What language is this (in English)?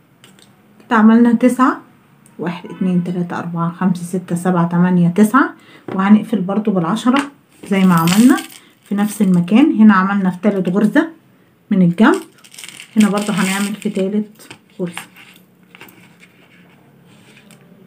Egyptian Arabic